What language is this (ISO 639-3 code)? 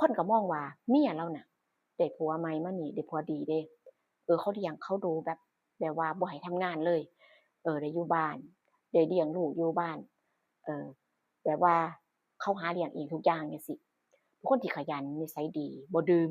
tts